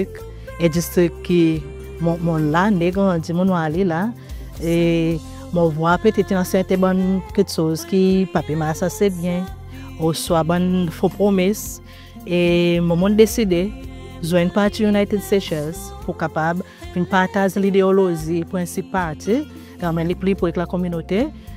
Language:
Seselwa Creole French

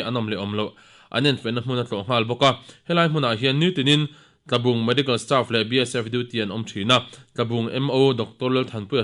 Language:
Mizo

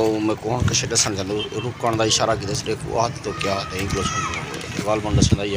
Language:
Saraiki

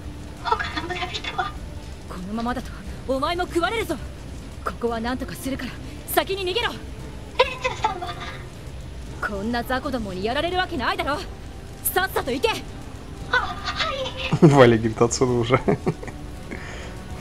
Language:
Russian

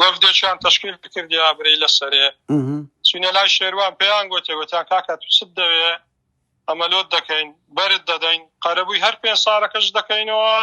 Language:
Central Kurdish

